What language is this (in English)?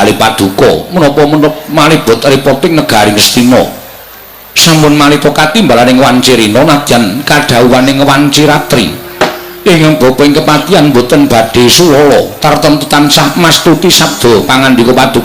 Javanese